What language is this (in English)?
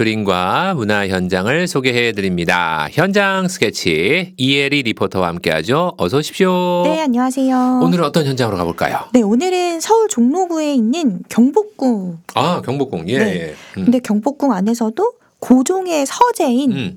Korean